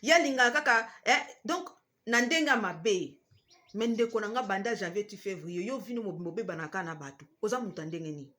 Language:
Lingala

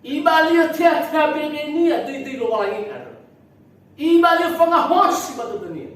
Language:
Nias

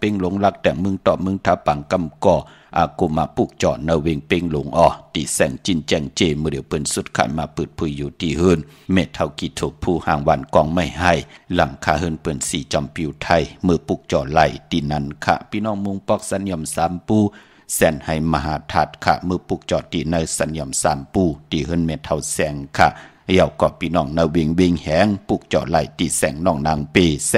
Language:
Shan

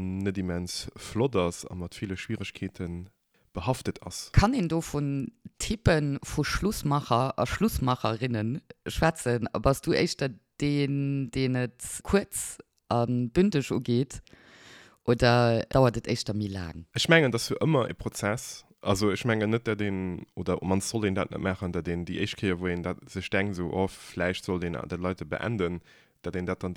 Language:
Luxembourgish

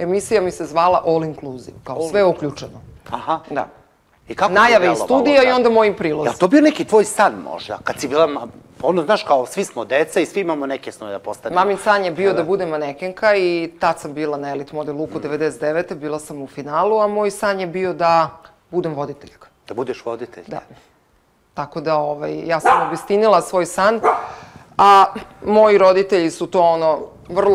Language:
Serbian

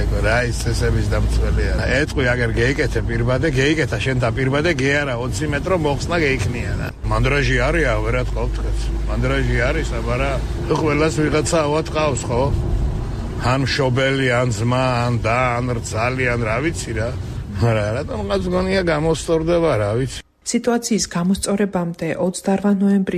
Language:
Georgian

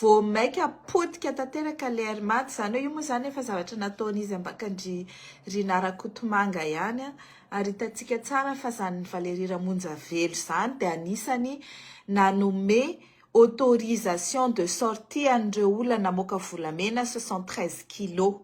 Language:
Malagasy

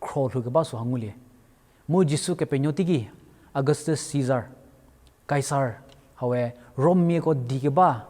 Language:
Angami Naga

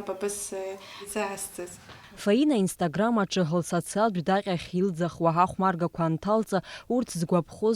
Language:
Abkhazian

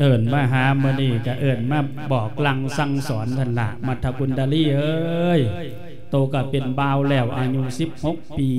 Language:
Lao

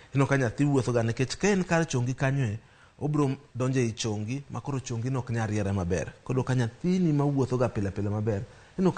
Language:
Luo (Kenya and Tanzania)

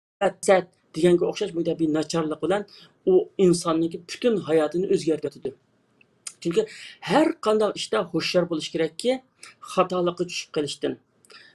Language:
Uyghur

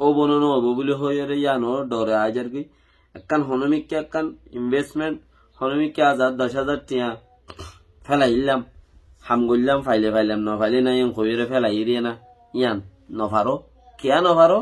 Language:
Rohingya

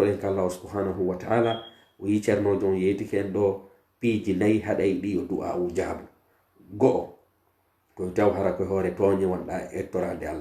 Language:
Pular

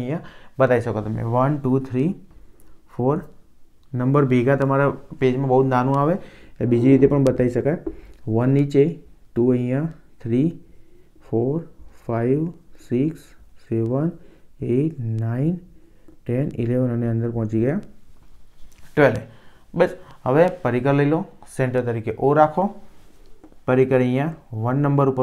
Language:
Gujarati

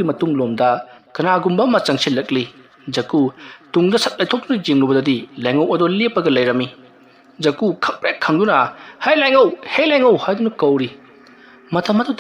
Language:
Manipuri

